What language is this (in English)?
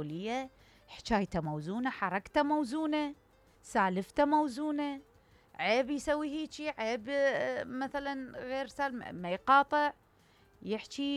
Mesopotamian Arabic